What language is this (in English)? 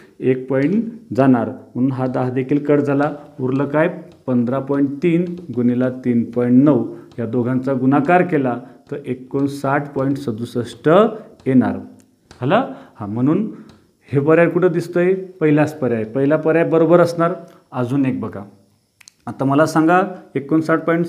Marathi